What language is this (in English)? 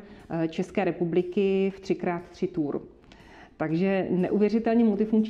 Czech